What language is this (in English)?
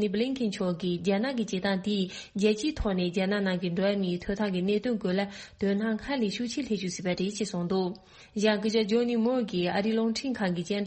Tibetan